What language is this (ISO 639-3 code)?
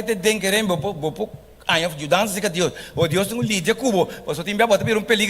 pap